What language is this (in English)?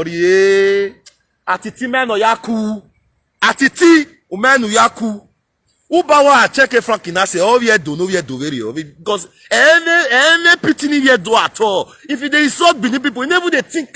Nigerian Pidgin